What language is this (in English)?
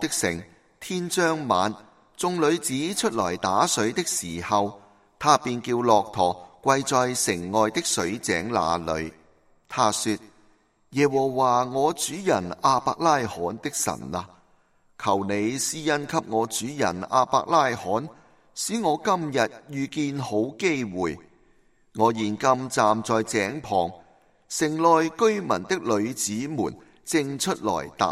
Cantonese